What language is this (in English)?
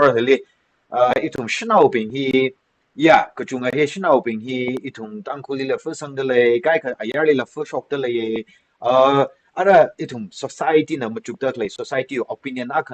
Tangkhul Naga (India)